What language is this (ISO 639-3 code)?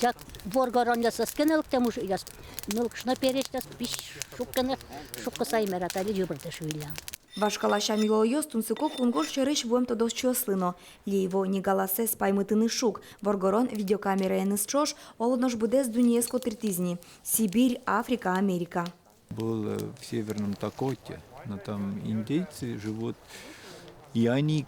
udm